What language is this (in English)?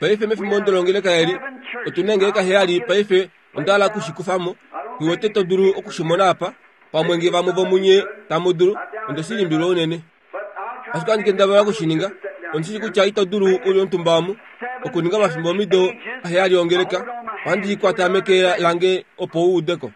Kuanyama